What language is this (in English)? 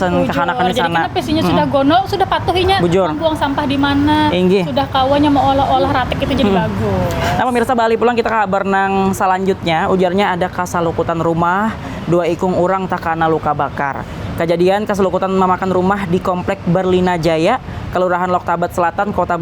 Banjar